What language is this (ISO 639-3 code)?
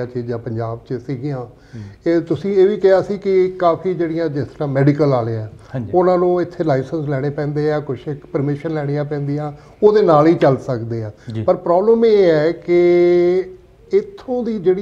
pan